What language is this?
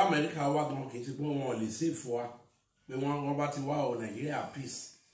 Yoruba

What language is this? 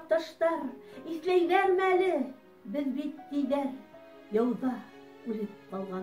Bashkir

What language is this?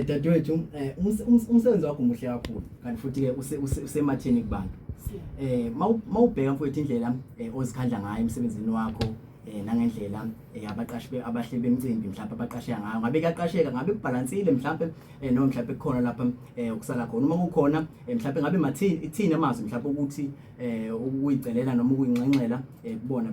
Zulu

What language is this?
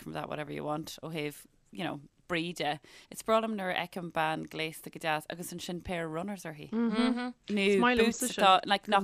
Irish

